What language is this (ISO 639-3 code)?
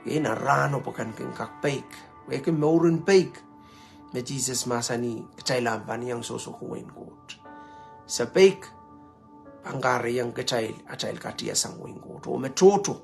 pon